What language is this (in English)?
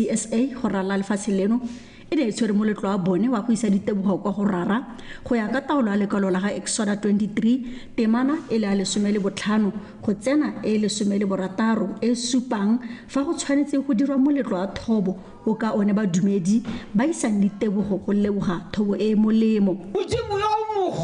Tswana